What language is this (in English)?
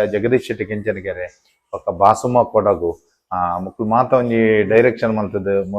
Tulu